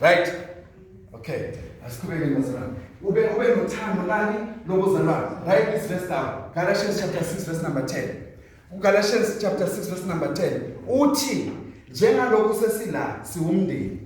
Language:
Zulu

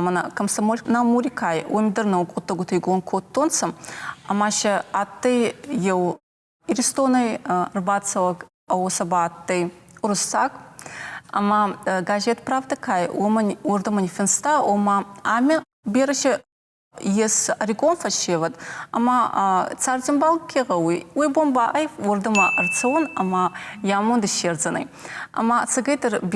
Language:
Ossetic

